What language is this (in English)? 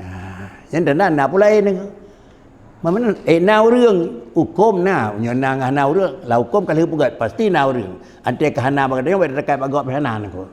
Achinese